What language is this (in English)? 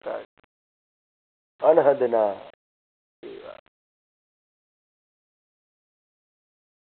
Gujarati